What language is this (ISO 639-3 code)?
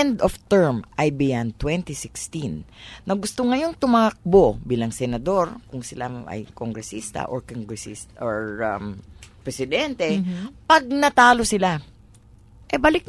fil